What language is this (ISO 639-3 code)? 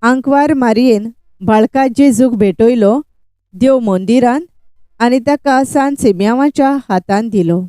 kok